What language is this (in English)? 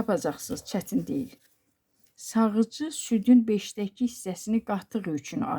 Azerbaijani